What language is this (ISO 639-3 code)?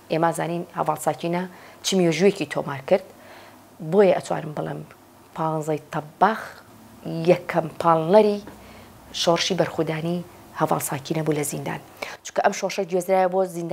ckb